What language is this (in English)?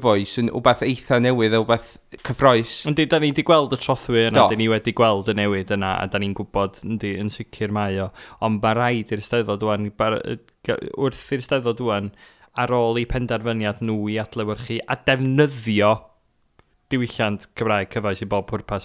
Welsh